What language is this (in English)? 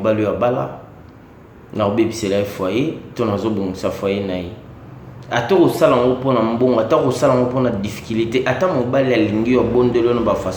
Lingala